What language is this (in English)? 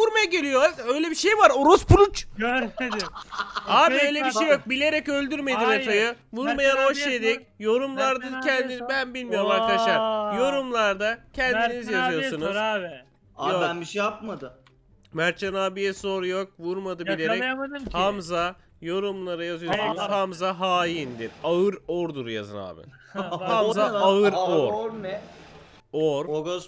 Turkish